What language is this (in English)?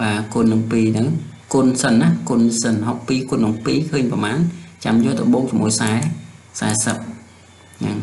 Khmer